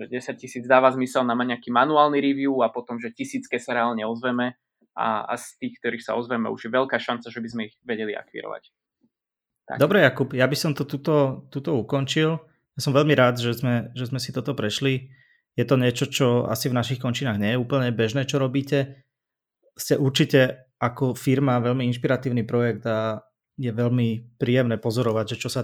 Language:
Slovak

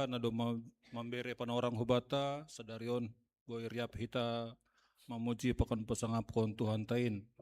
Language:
Batak Simalungun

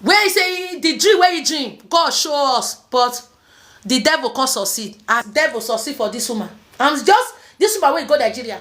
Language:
Nigerian Pidgin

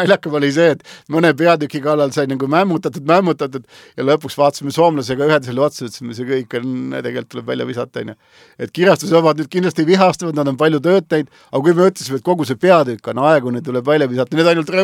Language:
Estonian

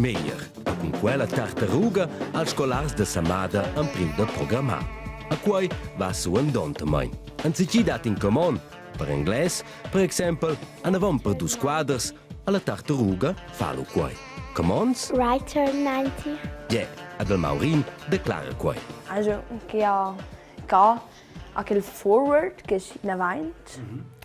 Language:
Romansh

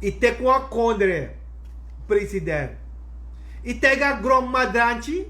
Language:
Sranan Tongo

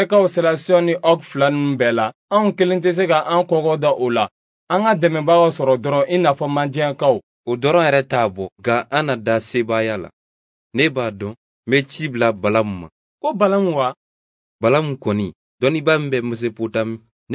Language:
Bambara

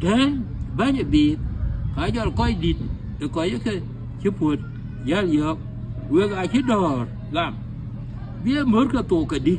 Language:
Dinka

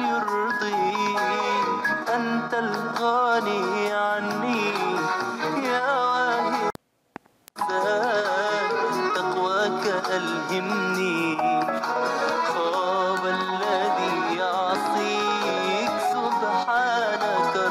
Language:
Arabic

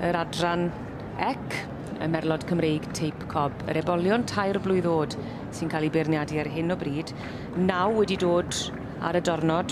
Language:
Welsh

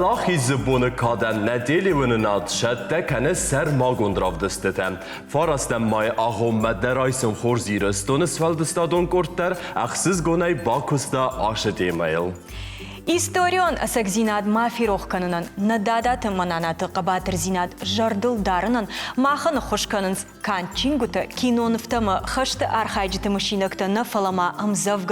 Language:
Ossetic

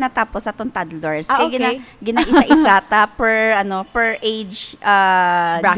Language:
Hiligaynon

